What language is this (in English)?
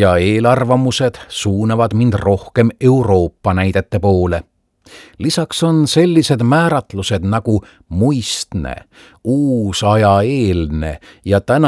Estonian